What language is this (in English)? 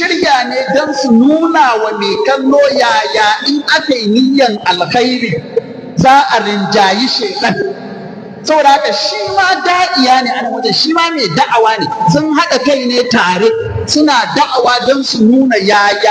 Hausa